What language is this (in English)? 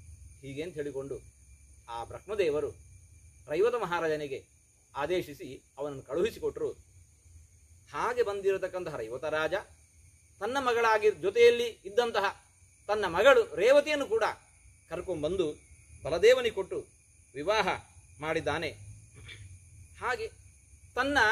Kannada